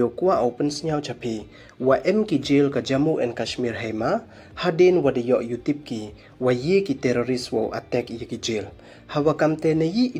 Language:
Pnar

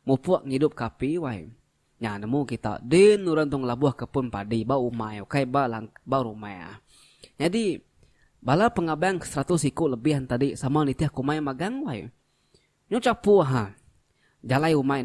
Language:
Iban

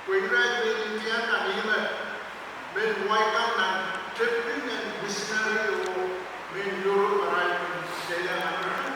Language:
Pohnpeian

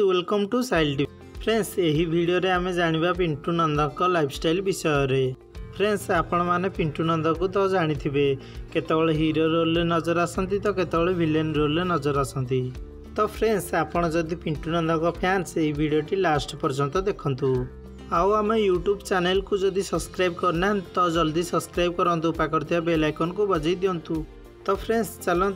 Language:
Odia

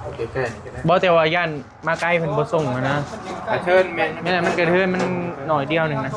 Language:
Northeastern Thai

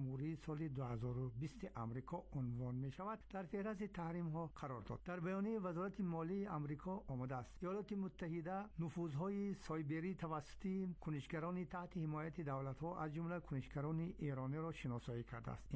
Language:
Persian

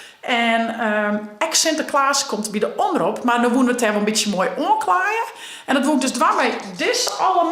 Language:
Western Frisian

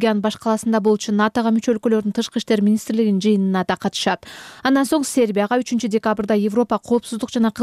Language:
Kyrgyz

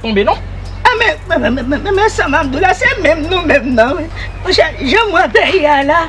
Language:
Haitian Creole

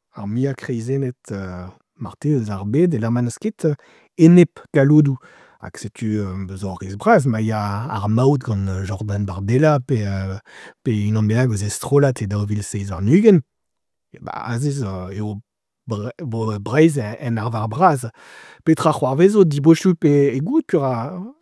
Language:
Breton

